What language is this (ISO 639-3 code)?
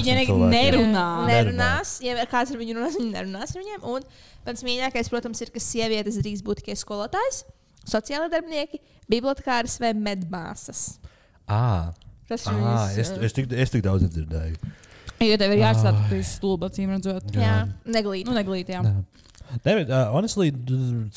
lav